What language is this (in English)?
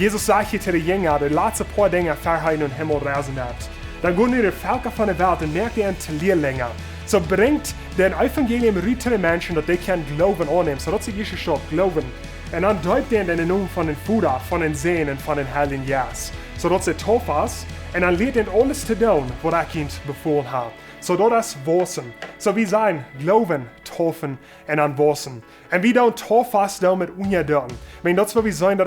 Plautdietsch